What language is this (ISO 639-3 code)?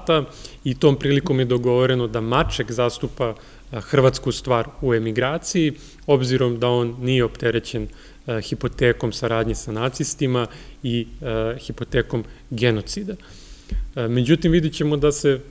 srp